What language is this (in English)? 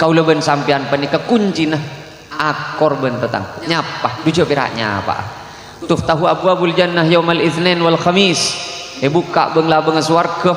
Madurese